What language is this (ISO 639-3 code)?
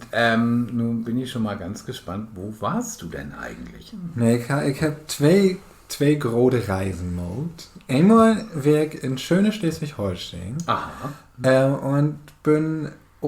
nds